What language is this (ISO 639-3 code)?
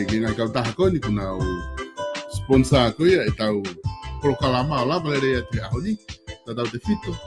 ton